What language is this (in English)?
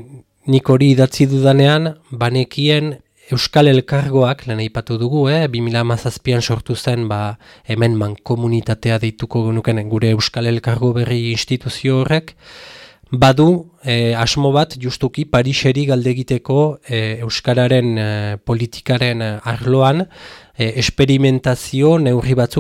Basque